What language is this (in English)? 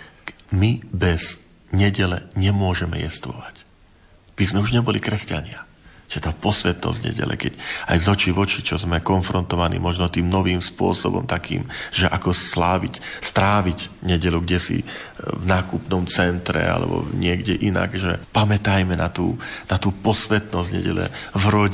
Slovak